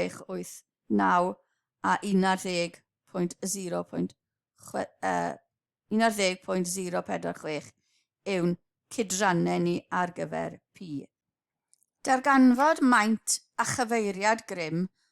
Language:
Welsh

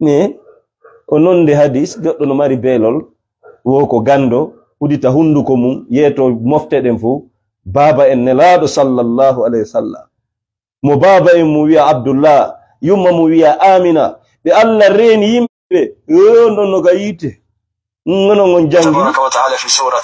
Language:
Fula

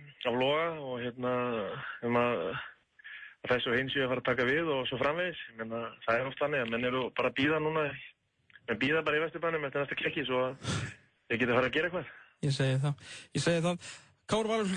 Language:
Icelandic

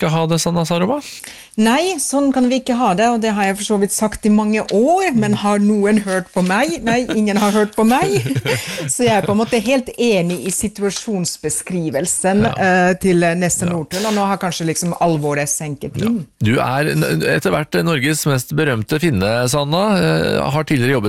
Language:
Norwegian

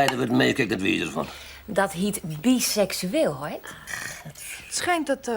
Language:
Western Frisian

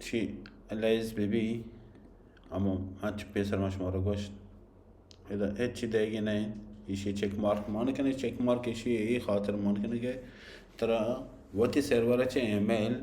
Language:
Baluchi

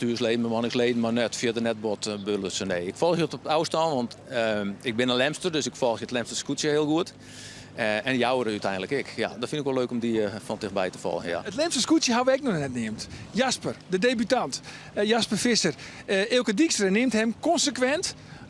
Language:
Western Frisian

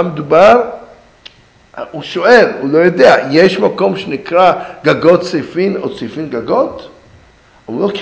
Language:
Hebrew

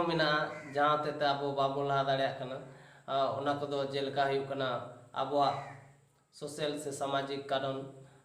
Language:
Santali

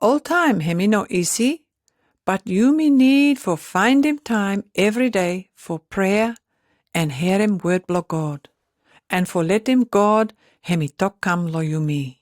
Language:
Pijin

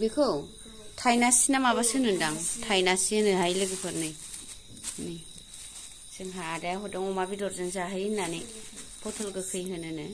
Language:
Bodo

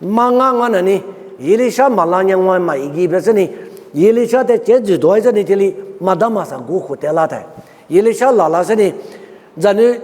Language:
Lisu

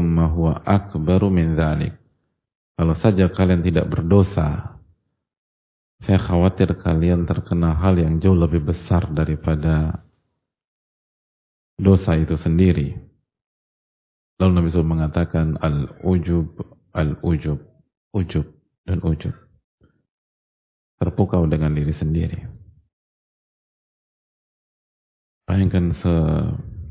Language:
Indonesian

